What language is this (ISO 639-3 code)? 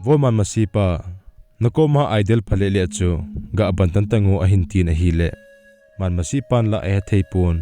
tcz